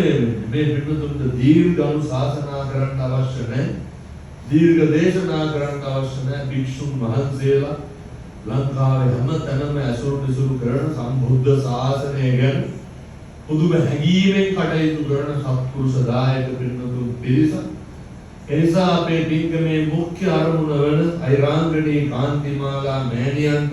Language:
Sinhala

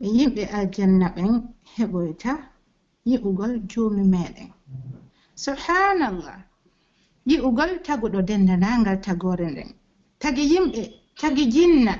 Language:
Pular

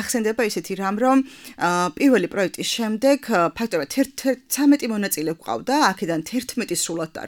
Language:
Georgian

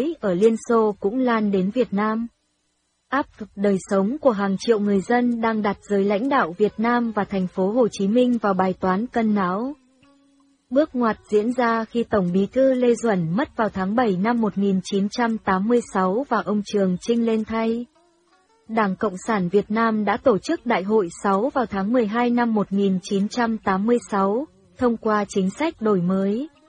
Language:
Vietnamese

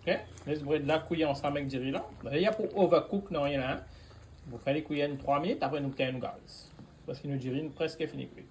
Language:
Morisyen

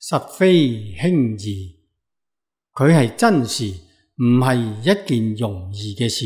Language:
Cantonese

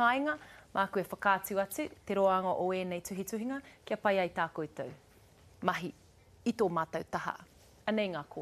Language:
Māori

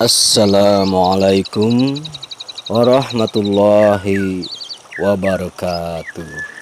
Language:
Sundanese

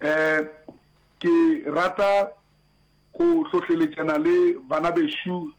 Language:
Northern Sotho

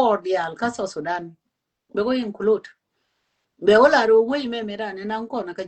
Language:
Nuer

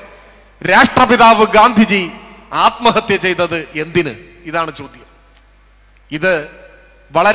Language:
Malayalam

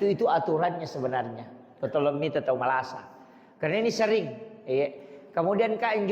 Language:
Buginese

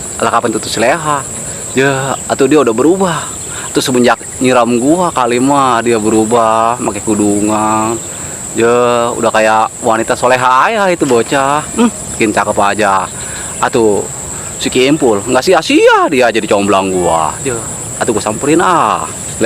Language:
Betawi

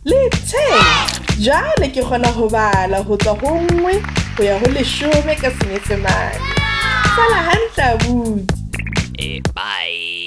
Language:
Southern Sotho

